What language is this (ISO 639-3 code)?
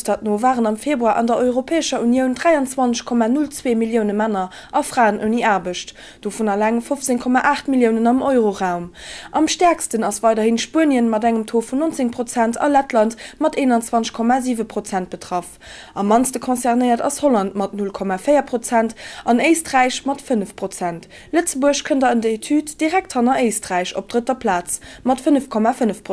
ltz